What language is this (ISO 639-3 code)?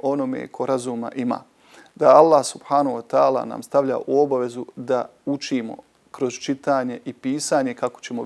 bos